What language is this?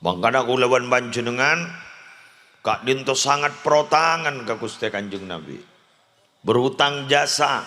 Madurese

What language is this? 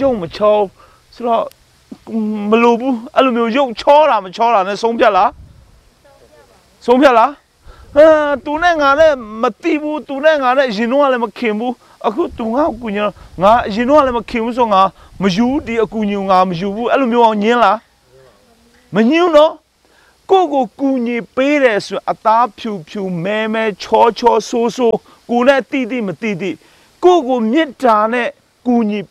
Burmese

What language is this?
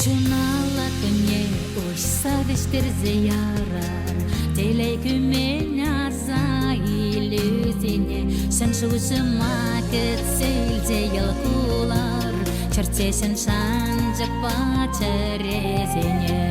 Chuvash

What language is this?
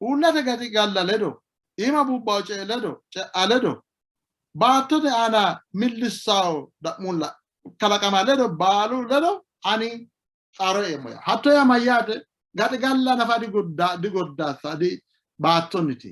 Sidamo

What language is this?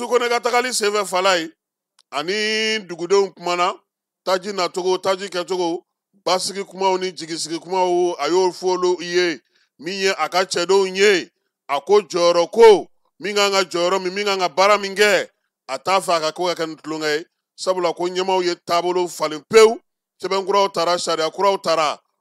Bambara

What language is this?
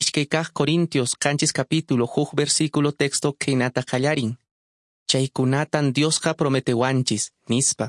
Quechua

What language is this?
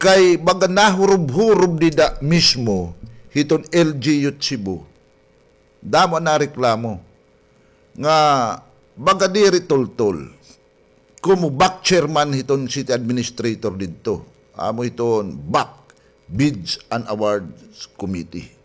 Waray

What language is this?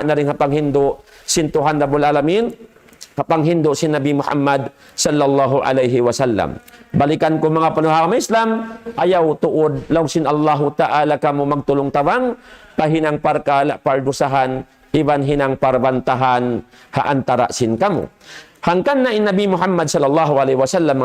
Tausug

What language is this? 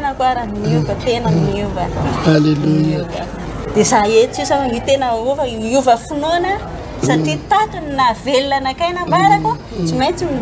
Malagasy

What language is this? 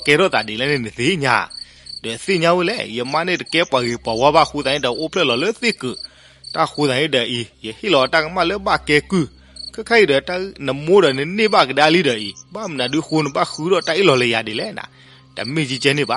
S'gaw Karen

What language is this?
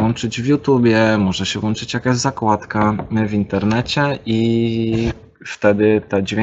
Polish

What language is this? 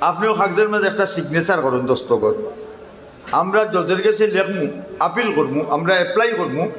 Sylheti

